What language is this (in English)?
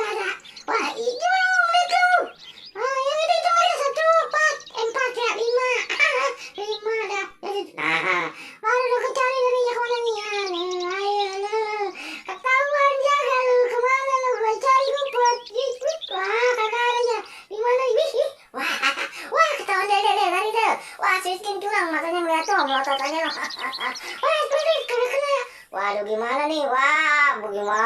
Betawi